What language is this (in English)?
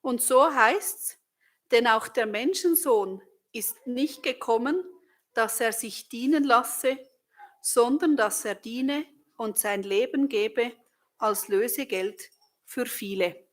Swiss German